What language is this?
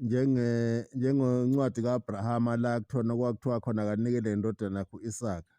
Zulu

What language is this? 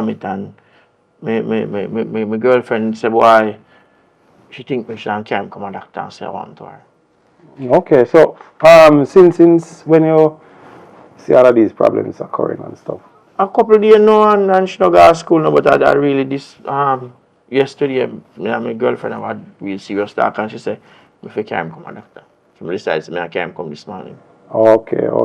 Jamaican Creole English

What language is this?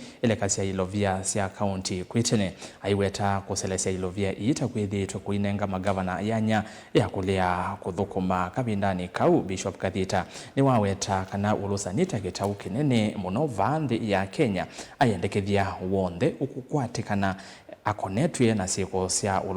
Kamba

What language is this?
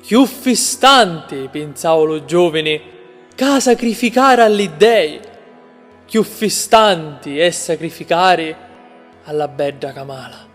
Sicilian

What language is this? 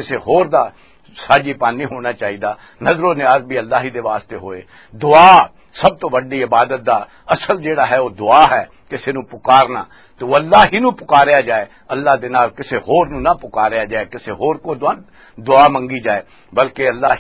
Western Panjabi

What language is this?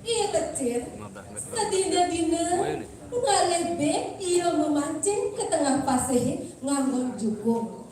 Balinese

